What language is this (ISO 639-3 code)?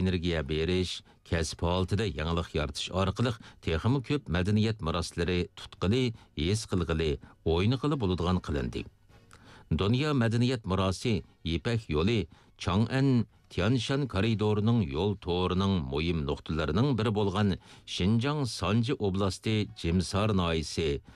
uig